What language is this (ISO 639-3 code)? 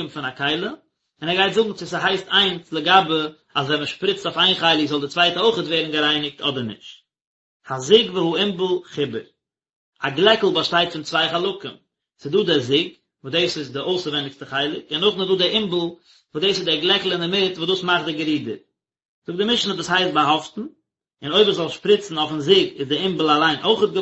yid